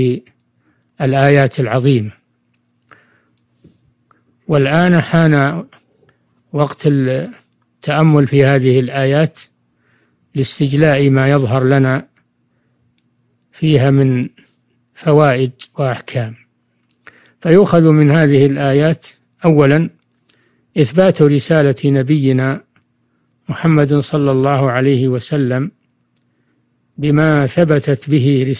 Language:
Arabic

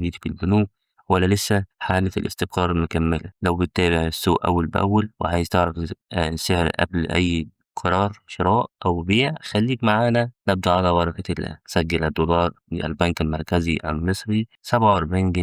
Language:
Egyptian Arabic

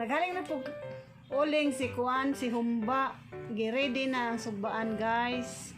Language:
Cebuano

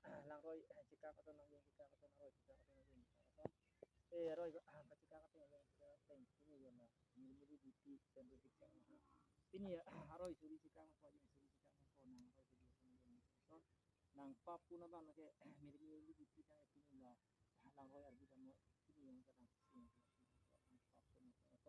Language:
Karbi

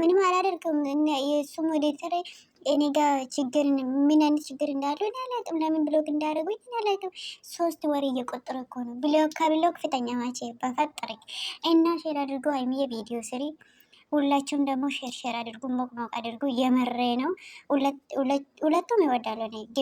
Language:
Amharic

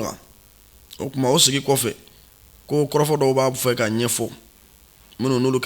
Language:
Bambara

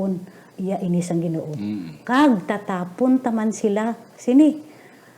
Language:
Hiligaynon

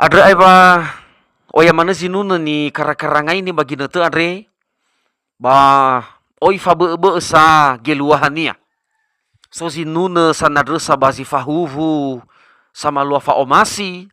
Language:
Nias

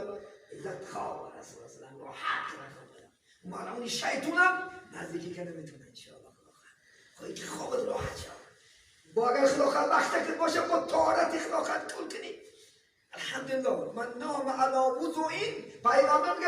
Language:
Tajik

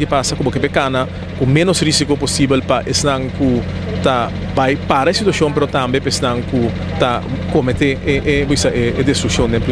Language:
Papiamento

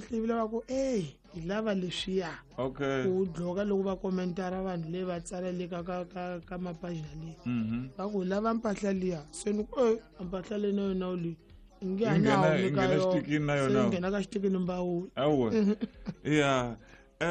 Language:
Tsonga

